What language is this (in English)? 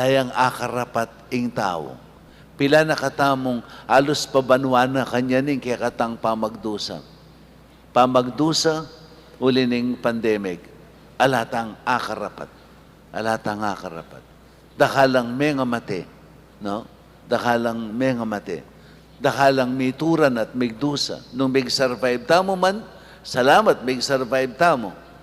Pampanga